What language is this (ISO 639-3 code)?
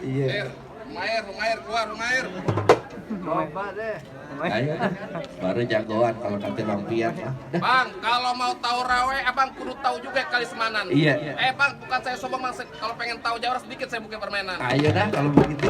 bew